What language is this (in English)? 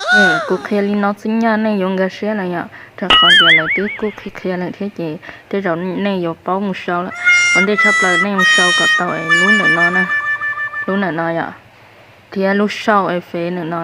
Hmong